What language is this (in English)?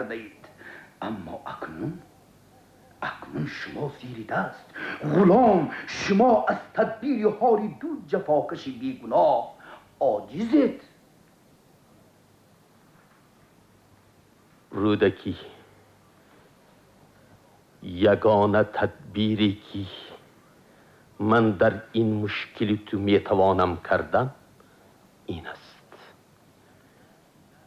Tajik